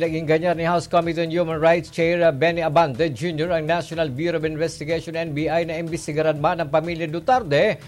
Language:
Bikol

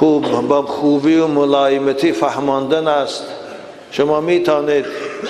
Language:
Tajik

